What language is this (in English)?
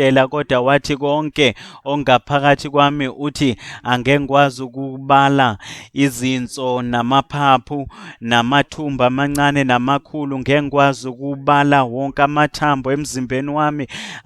Zulu